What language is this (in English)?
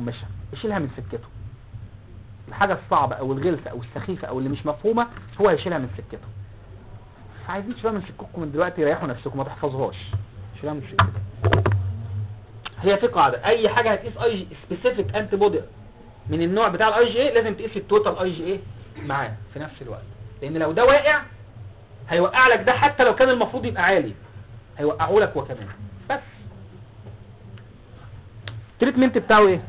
Egyptian Arabic